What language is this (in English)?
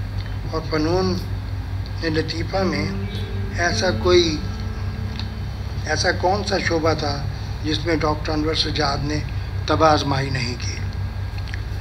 Urdu